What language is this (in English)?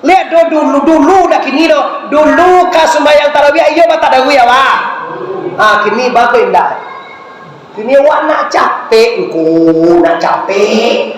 Minangkabau